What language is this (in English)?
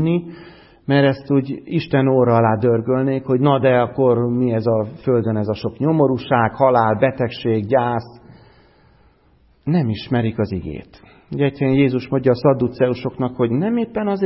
Hungarian